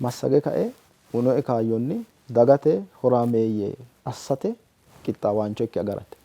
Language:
Sidamo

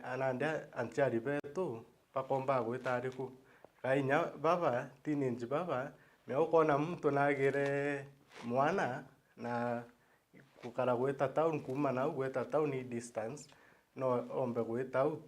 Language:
Meru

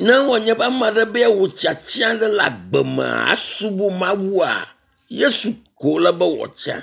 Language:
Ewe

